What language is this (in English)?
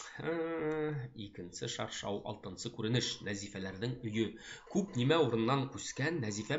Bashkir